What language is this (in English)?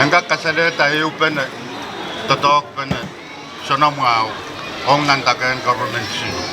Pohnpeian